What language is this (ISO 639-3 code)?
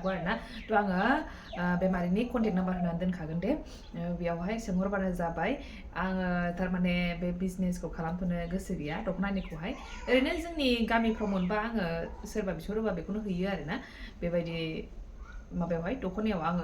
brx